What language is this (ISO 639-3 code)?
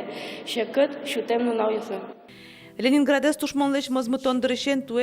udm